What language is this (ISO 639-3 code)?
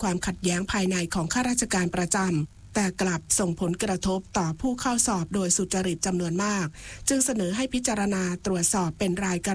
tha